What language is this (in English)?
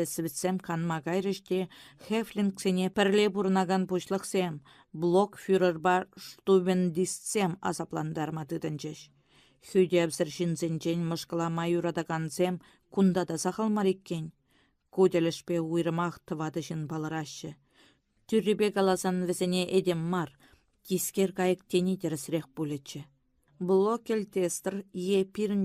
Chuvash